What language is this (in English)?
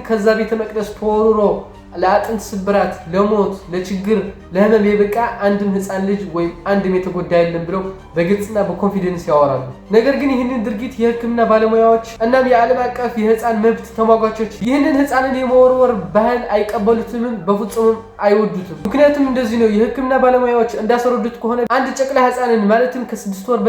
Amharic